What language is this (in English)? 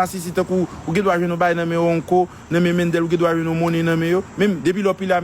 Haitian Creole